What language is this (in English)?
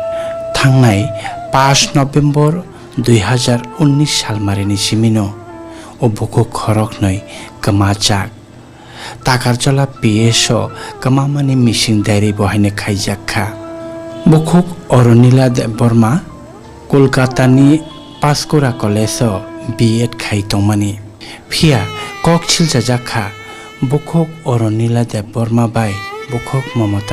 Kok Borok